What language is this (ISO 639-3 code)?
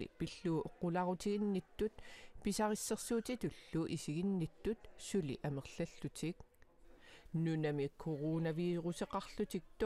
kal